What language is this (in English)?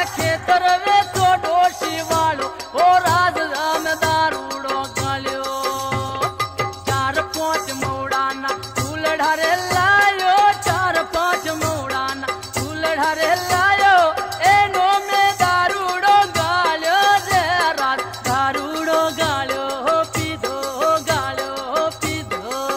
Gujarati